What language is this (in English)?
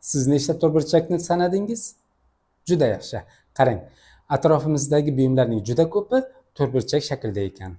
Uzbek